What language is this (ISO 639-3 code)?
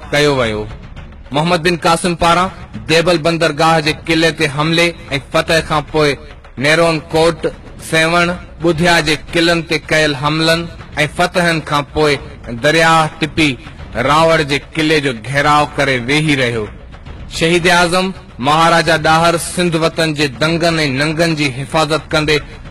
snd